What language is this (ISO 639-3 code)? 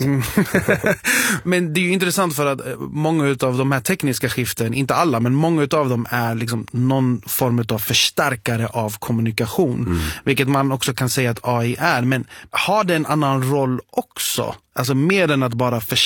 swe